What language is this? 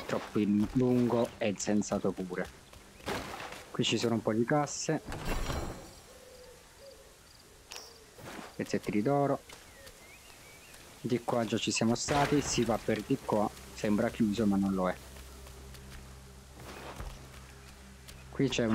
Italian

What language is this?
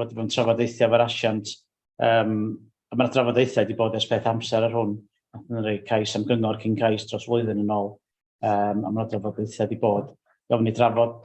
Welsh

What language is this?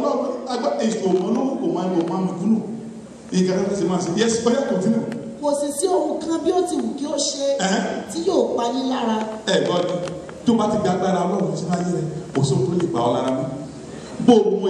Yoruba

